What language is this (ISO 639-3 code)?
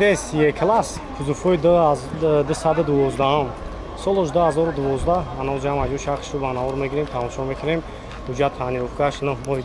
tgk